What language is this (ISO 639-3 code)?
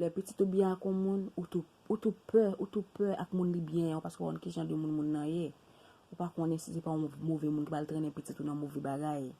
hat